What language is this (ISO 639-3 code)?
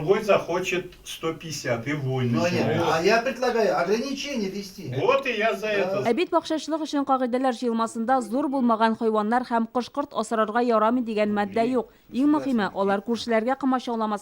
tat